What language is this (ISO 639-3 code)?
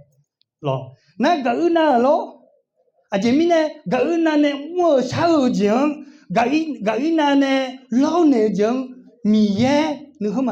ahk